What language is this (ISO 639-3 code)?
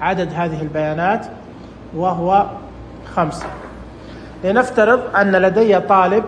ars